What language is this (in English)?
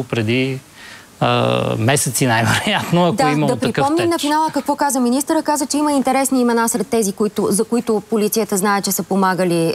Bulgarian